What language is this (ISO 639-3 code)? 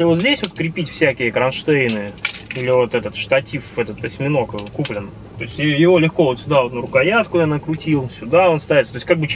rus